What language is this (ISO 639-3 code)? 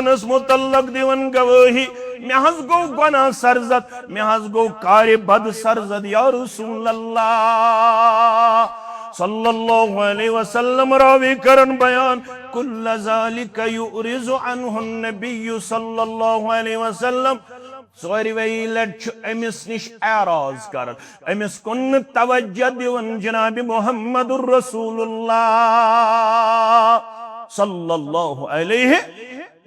kas